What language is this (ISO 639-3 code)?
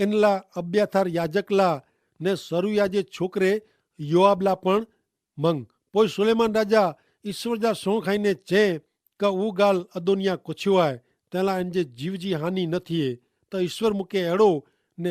kfr